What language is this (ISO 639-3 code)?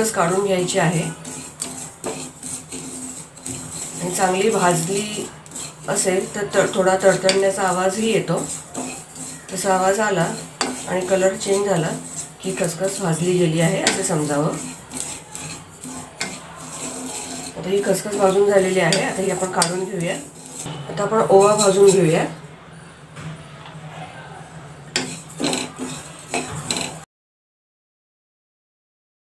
mar